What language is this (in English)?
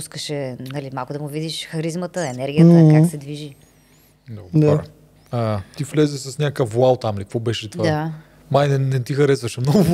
Bulgarian